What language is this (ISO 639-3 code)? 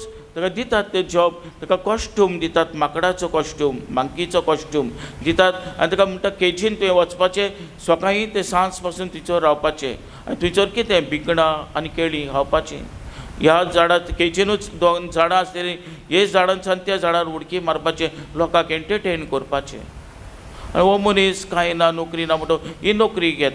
kok